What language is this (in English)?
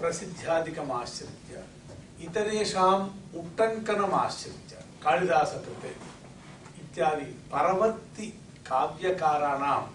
Sanskrit